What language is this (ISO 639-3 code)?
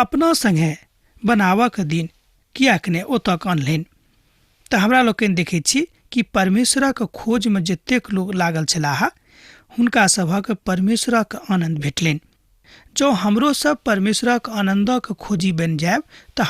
mai